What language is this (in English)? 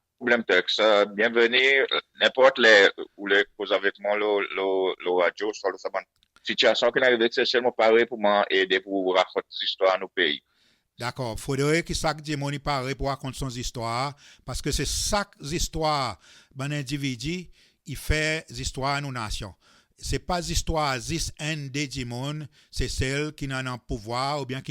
Seselwa Creole French